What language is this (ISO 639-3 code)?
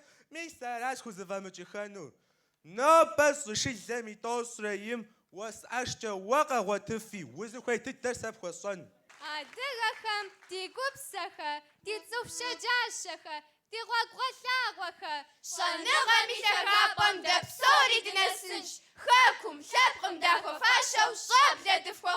kbd